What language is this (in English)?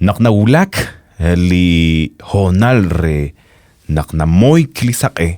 Kekchí